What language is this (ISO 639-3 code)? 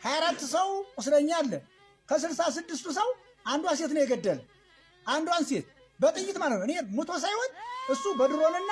amh